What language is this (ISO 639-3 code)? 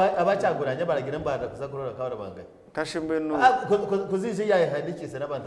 nyn